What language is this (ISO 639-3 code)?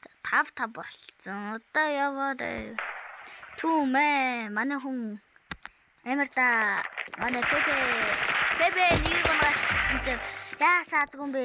mon